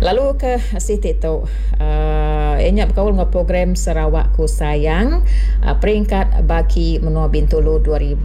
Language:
Iban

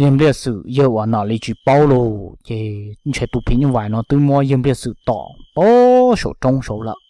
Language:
Hmong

